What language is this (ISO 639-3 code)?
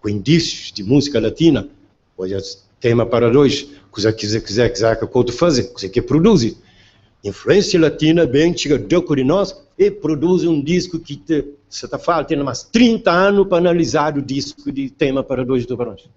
kea